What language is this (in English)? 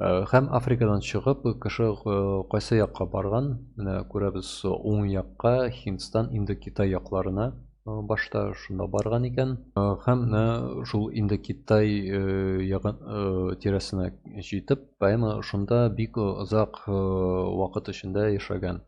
Tatar